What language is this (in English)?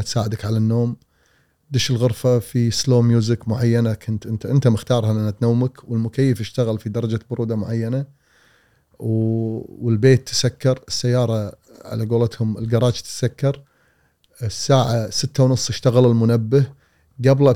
Gulf Arabic